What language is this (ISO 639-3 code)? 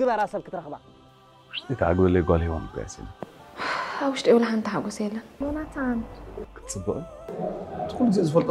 tir